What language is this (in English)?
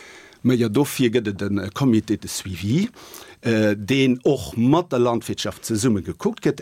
Luxembourgish